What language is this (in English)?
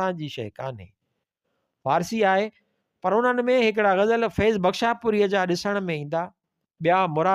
Sindhi